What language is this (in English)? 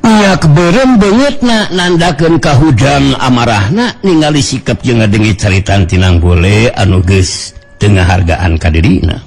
Sundanese